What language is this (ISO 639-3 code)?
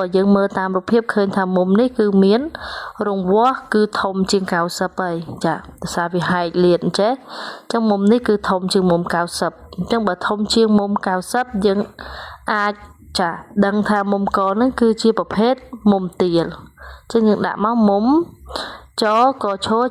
khm